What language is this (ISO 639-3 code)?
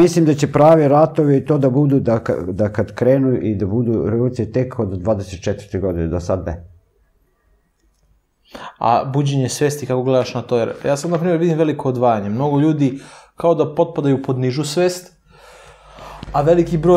srp